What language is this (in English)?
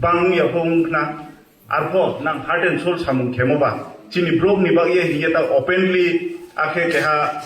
Kok Borok